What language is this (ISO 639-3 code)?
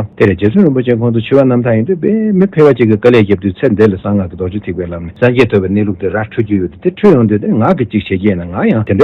bod